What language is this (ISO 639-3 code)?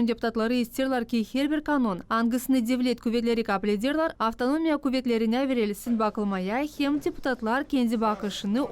gag